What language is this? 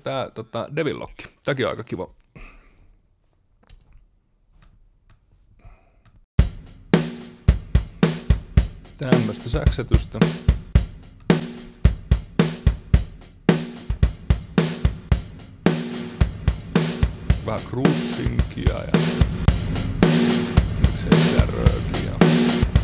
Finnish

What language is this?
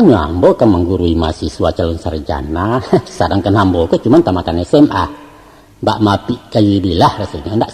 Minangkabau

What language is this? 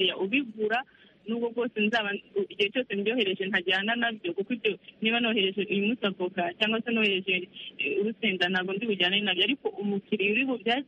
Kinyarwanda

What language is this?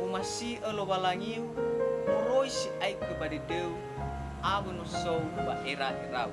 Nias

